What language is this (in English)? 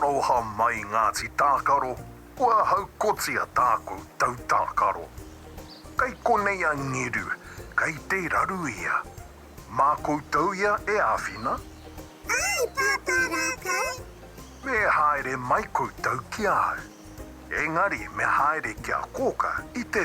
Māori